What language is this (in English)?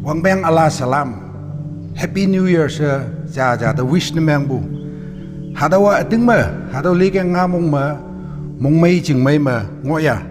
Konyak Naga